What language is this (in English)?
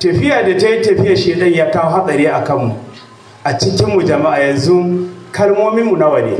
Hausa